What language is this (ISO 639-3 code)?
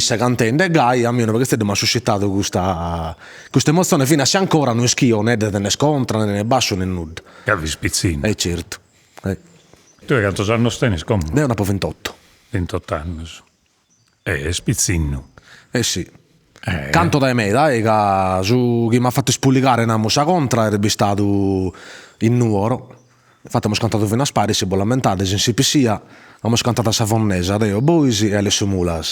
srd